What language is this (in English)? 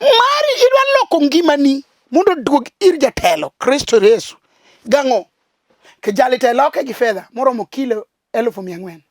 Luo (Kenya and Tanzania)